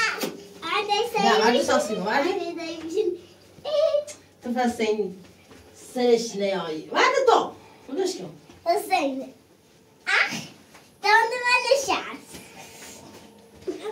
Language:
Persian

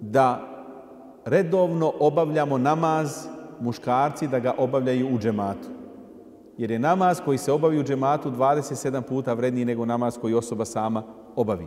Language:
Bosnian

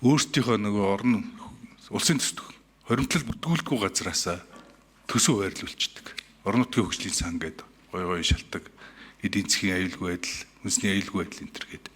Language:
Mongolian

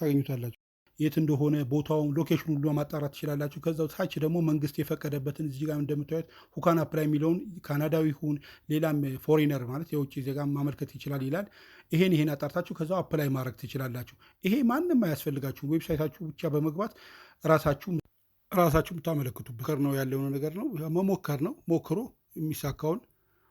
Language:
Amharic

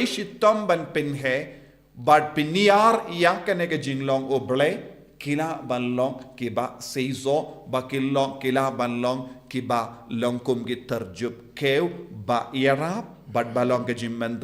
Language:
Khasi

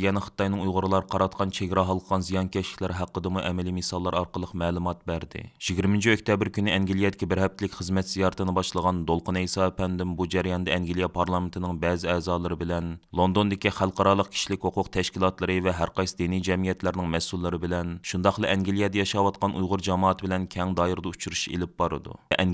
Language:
Uyghur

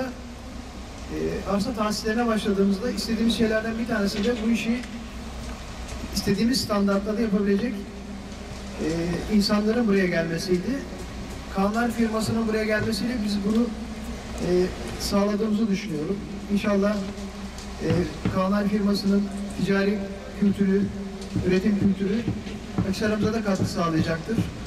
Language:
Turkish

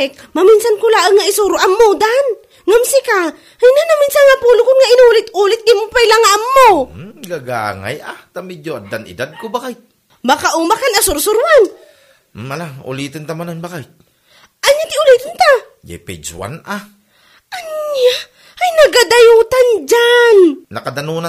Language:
Iloko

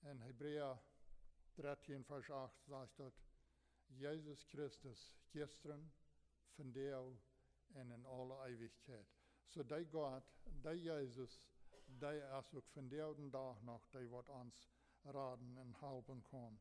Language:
Plautdietsch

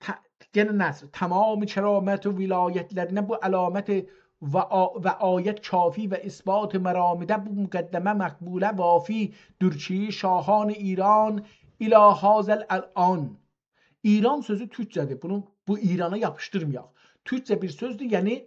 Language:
South Azerbaijani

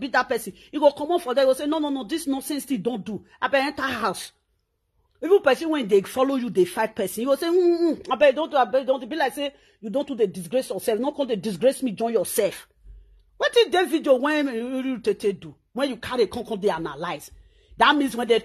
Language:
Nigerian Pidgin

